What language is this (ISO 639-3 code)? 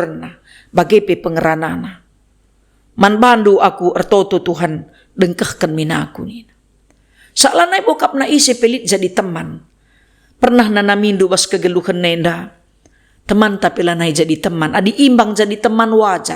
btx